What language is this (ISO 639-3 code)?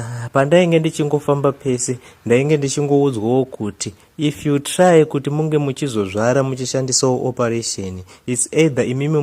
sna